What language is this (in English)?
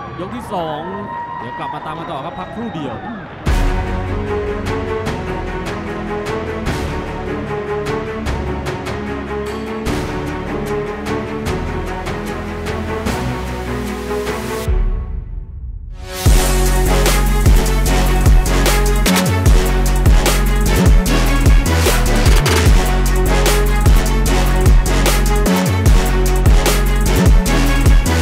Thai